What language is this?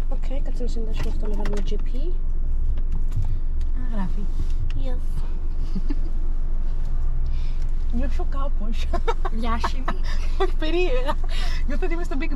Greek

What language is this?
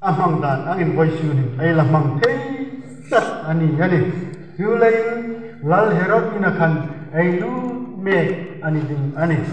Hmar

